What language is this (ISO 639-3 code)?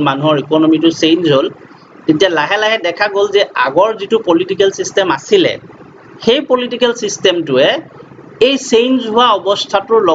asm